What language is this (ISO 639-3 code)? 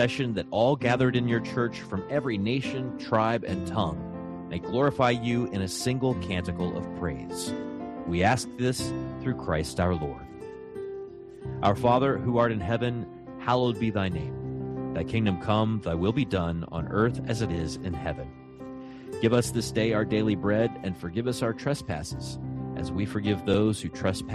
eng